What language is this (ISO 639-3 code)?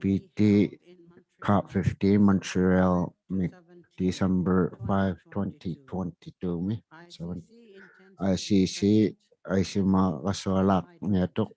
iku